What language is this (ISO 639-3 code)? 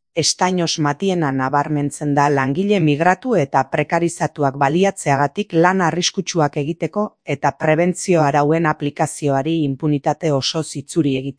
eus